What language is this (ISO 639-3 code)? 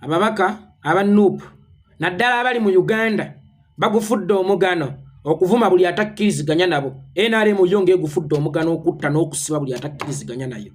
lug